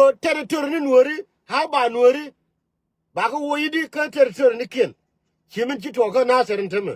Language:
Nuer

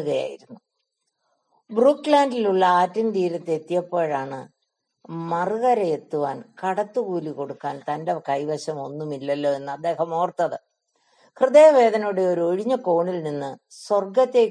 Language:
Malayalam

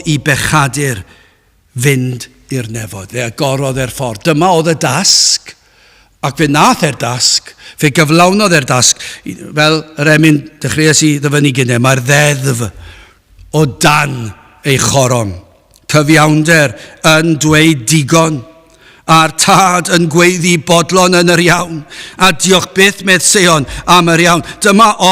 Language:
Welsh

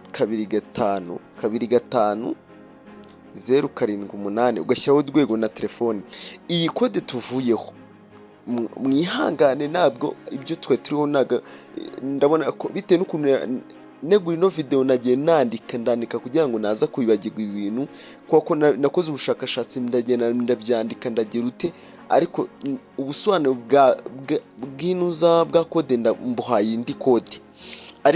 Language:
Kinyarwanda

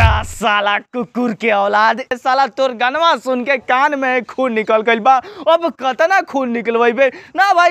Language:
Bhojpuri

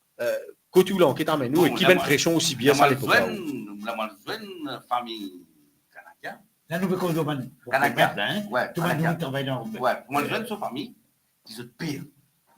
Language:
Morisyen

